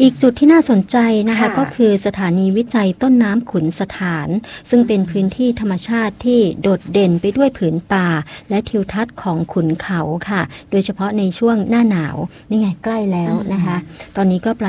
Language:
Thai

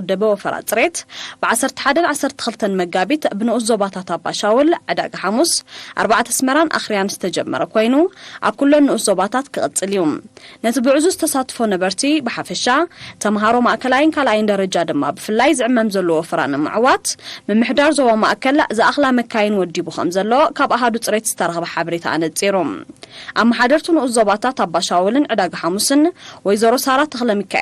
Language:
Tigrinya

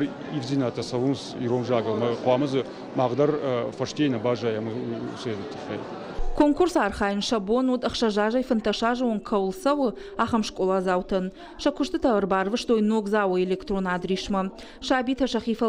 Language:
Ossetic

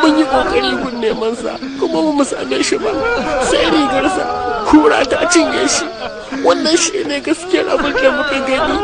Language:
Hausa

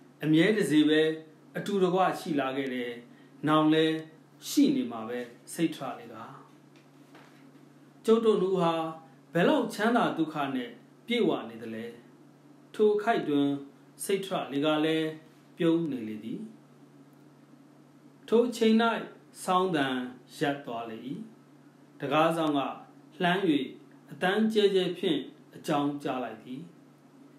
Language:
Burmese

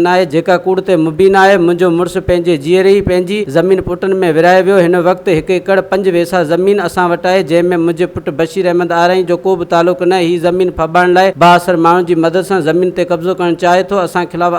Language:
Sindhi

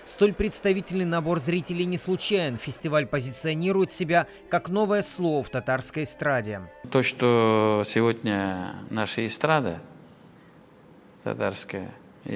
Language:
Russian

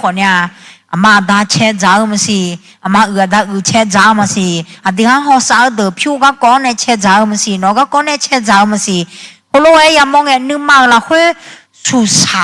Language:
Akha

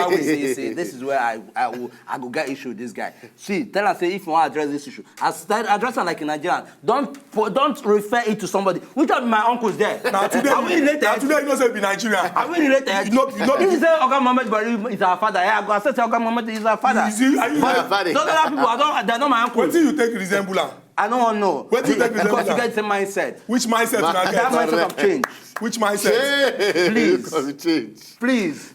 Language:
Nigerian Pidgin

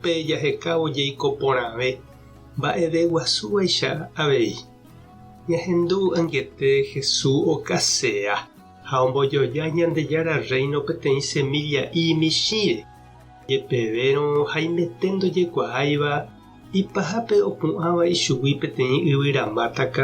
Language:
Guarani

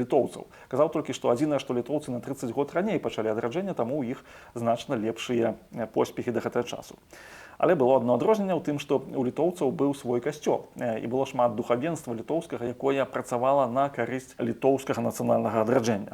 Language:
Belarusian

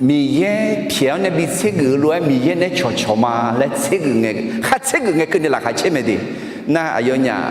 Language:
Akha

